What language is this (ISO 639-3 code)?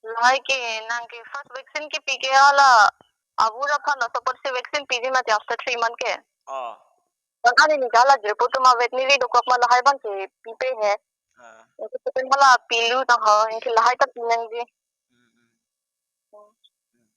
mjw